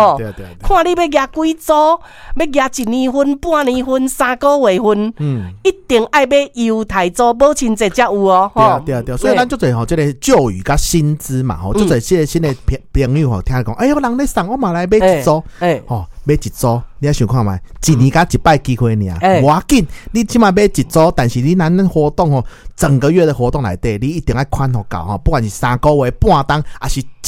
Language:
Min Nan Chinese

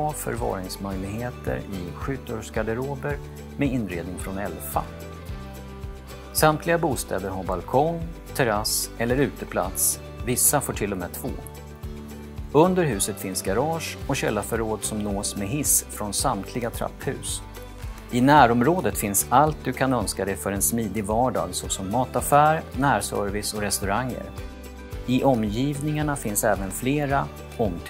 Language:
Swedish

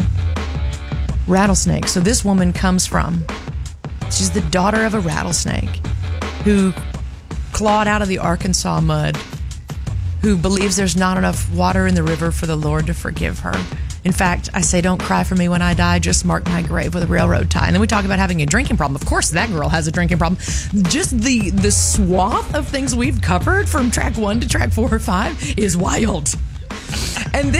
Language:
English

